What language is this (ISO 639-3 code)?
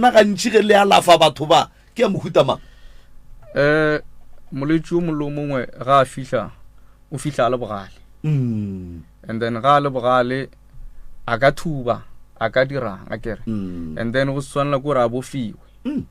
nso